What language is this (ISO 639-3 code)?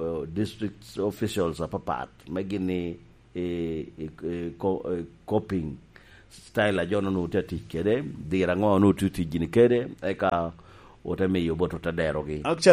laj